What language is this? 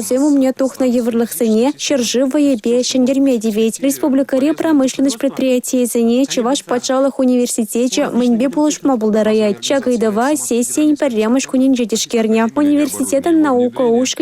Chuvash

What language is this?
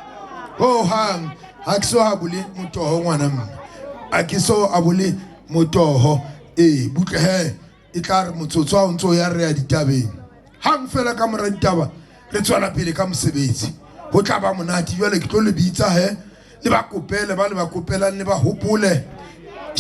Southern Sotho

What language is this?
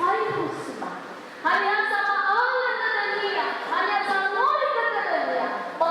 Nias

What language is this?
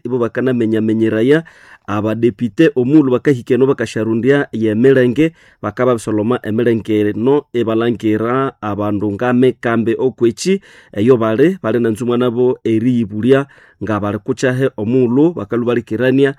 Nande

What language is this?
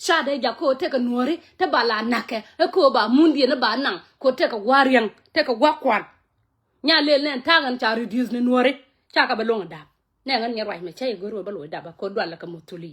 Nuer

